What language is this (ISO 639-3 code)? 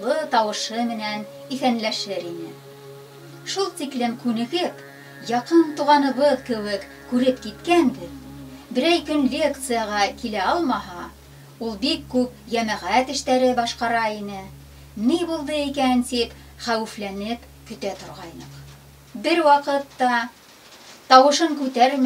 bak